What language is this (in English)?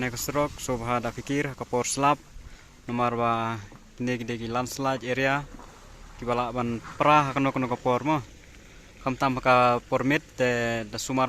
Khasi